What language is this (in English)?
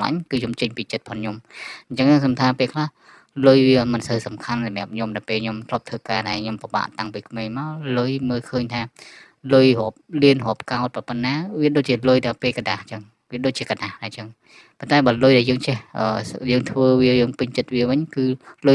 Khmer